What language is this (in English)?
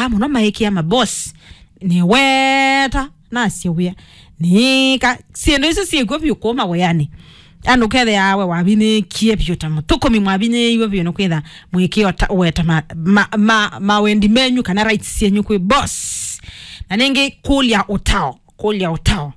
Kamba